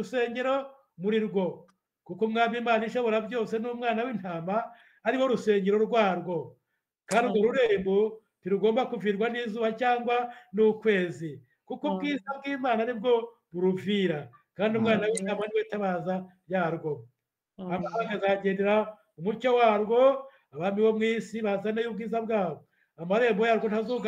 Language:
Kinyarwanda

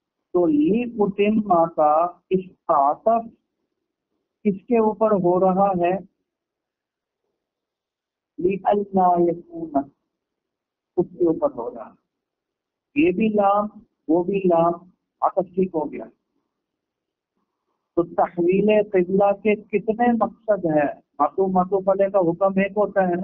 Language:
Urdu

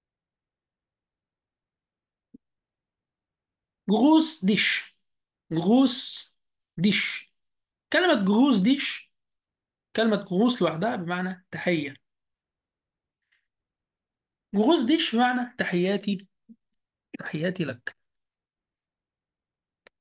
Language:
Arabic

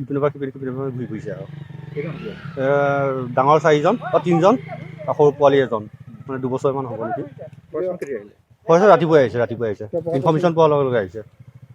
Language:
Assamese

